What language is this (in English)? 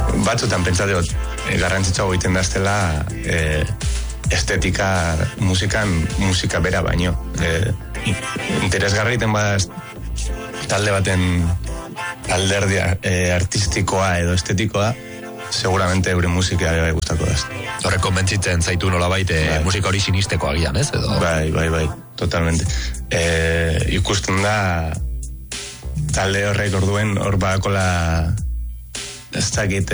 Basque